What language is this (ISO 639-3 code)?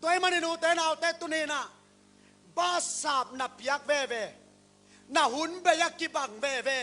ctd